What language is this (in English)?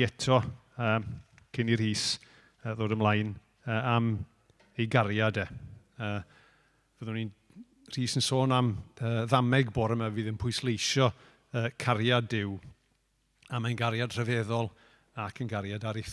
Welsh